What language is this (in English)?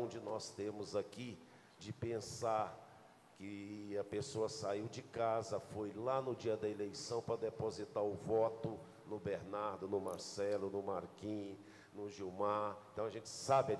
Portuguese